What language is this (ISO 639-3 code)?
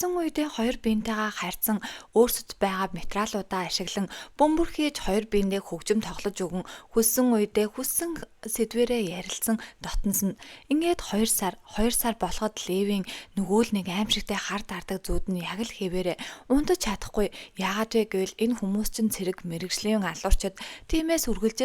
mon